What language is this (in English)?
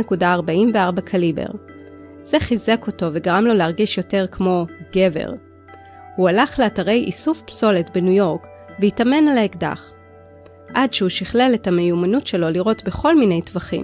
Hebrew